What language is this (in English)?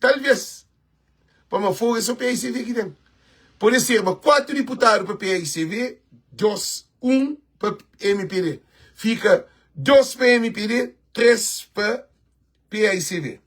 Kabuverdianu